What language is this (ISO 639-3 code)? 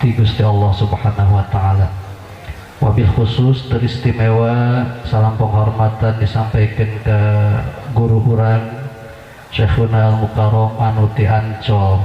sun